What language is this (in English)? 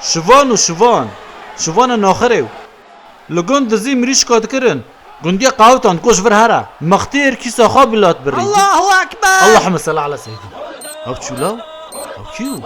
Kurdish